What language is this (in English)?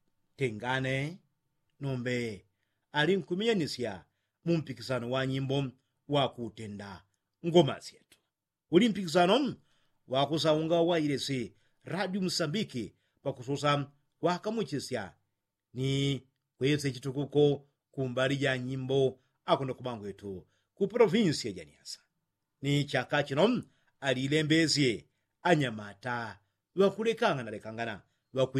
Yao